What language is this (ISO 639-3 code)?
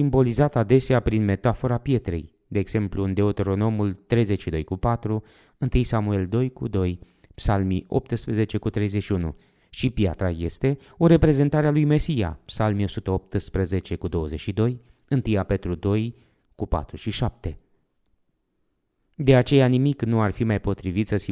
ron